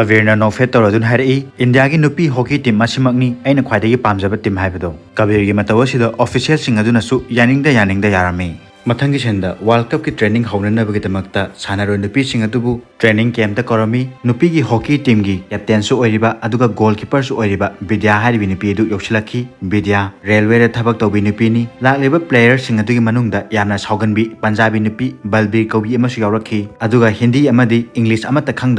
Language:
Manipuri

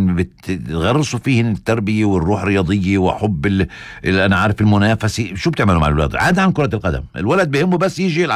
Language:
North Levantine Arabic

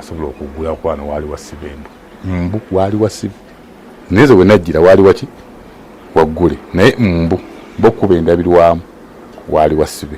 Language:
Ganda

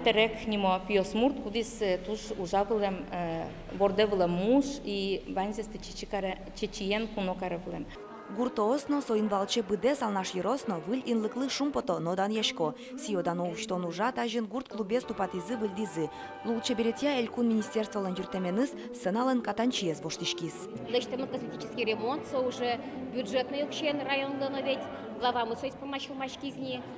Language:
Udmurt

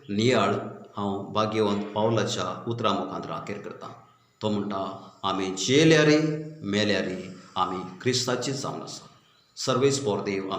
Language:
Konkani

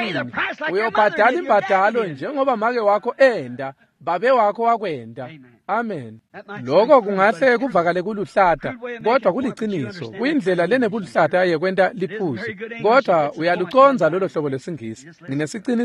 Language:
Swati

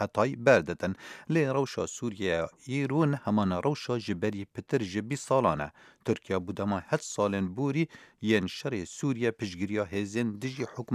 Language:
Kurdish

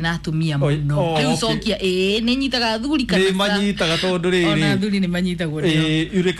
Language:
Kikuyu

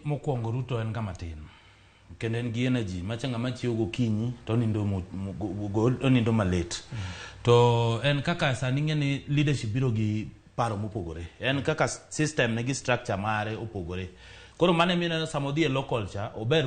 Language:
Luo (Kenya and Tanzania)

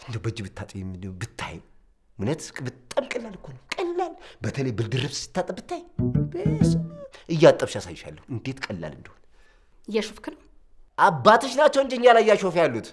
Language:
Amharic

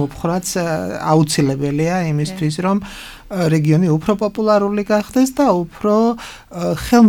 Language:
Georgian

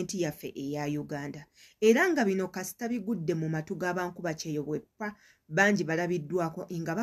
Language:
Ganda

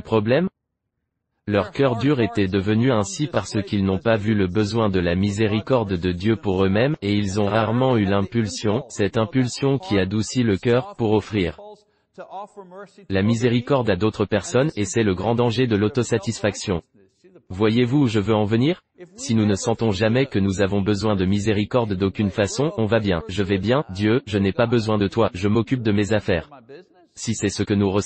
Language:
French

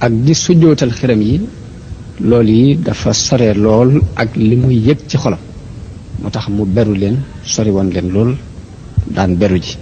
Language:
Wolof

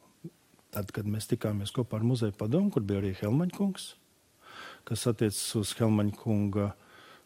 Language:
Latvian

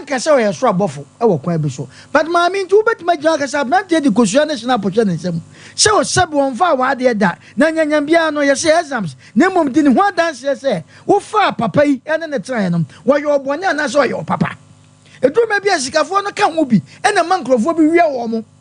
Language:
Akan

